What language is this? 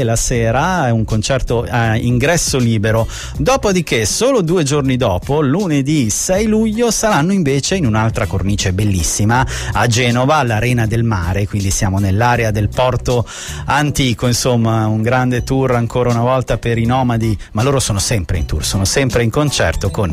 Italian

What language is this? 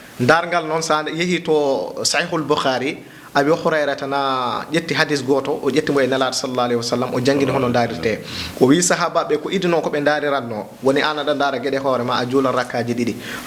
Fula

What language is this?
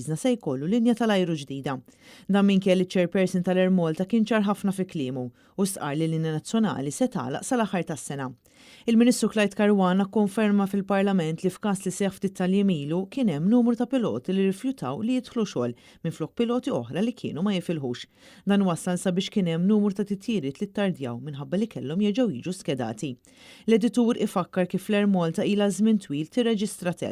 Maltese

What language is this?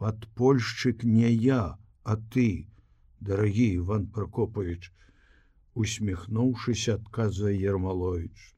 Belarusian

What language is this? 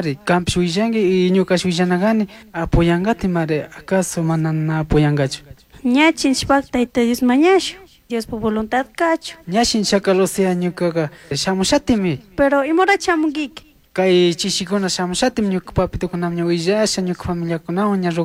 Chimborazo Highland Quichua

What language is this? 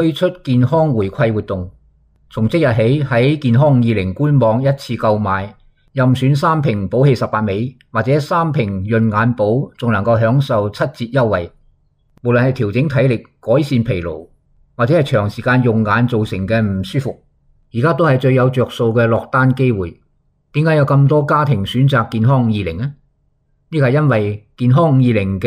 Cantonese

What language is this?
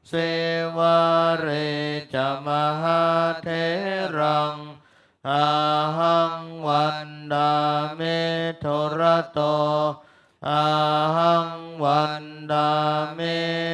Pali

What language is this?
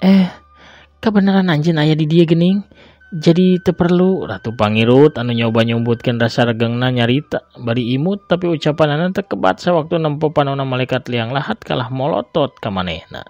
Sundanese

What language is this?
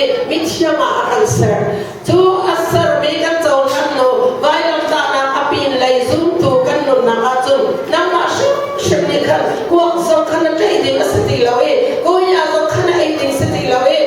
Hakha Chin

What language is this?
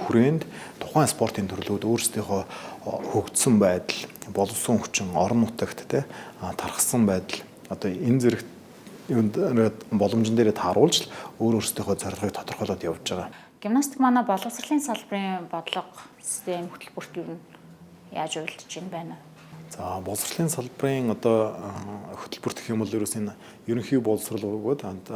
Mongolian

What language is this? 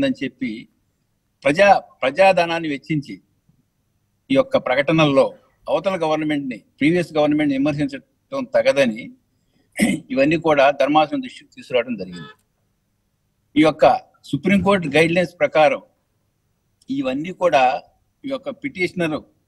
Telugu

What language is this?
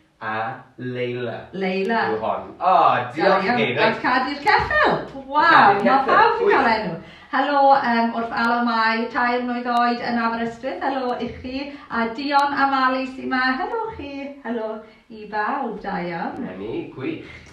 Welsh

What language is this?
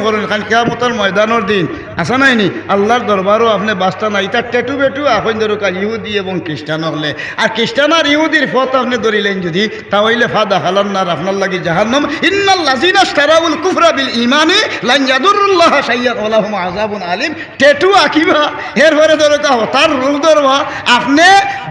Sylheti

